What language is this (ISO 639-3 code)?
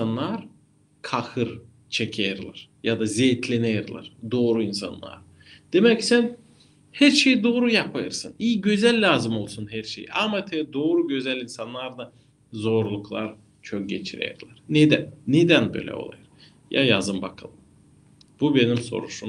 gag